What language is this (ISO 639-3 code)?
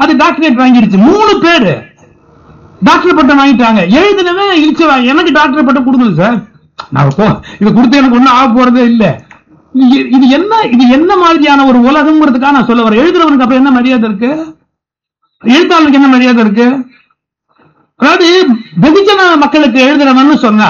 tam